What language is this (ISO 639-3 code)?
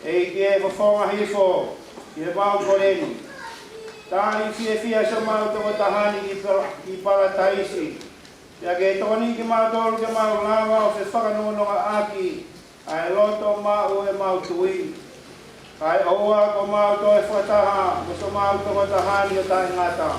ton